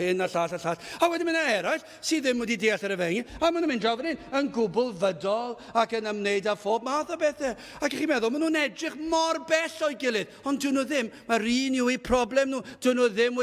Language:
Welsh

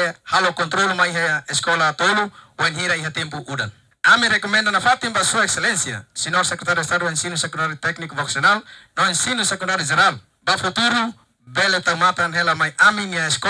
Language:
Tetum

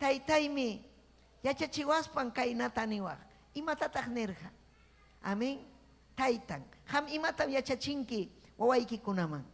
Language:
Ayacucho Quechua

